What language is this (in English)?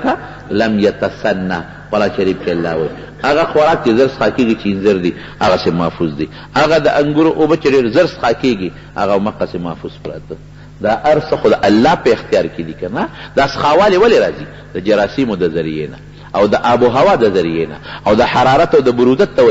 Pashto